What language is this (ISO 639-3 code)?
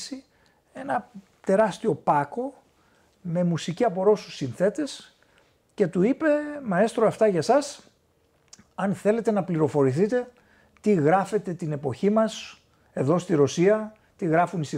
ell